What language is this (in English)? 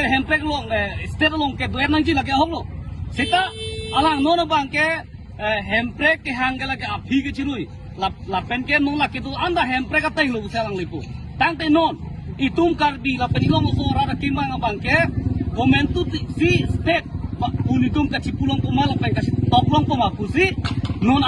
Karbi